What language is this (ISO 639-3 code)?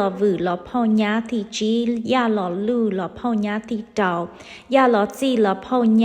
hmn